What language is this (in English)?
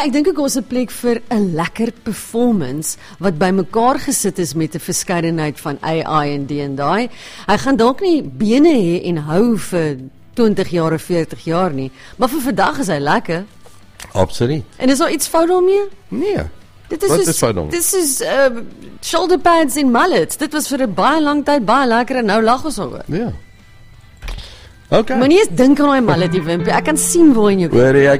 Afrikaans